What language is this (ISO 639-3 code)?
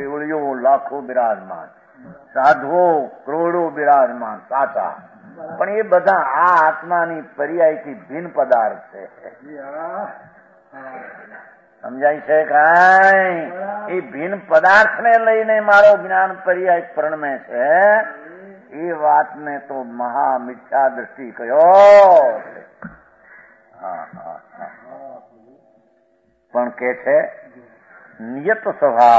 guj